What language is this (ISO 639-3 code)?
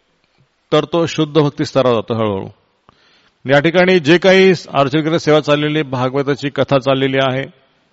mar